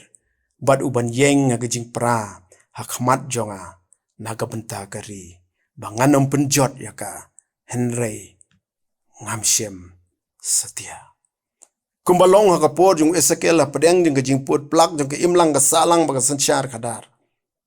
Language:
Khasi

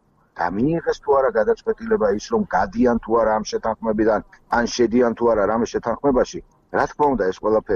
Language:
Georgian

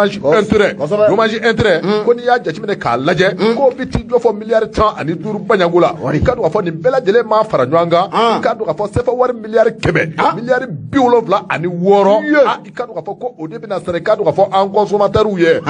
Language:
Bambara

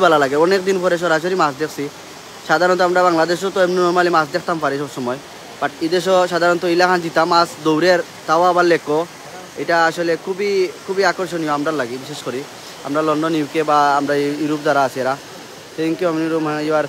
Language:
Sylheti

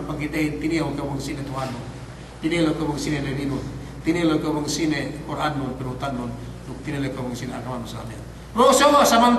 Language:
Yakan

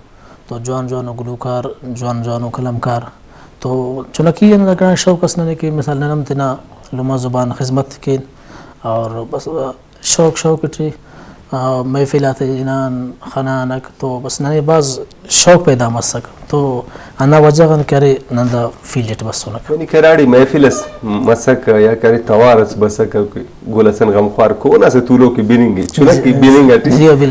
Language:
Brahui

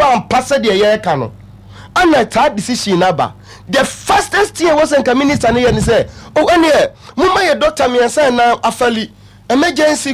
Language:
Akan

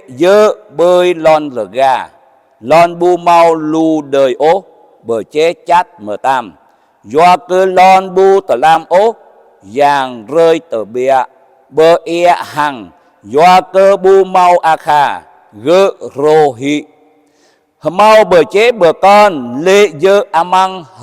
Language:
Jarai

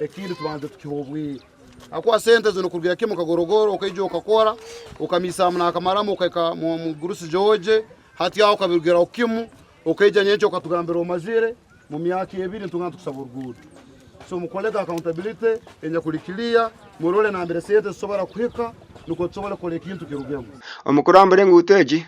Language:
Nyankole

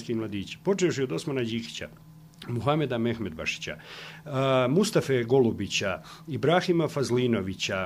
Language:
Bosnian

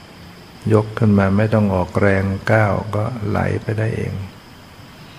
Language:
Thai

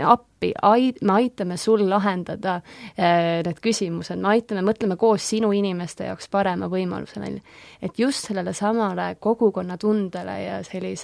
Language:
Estonian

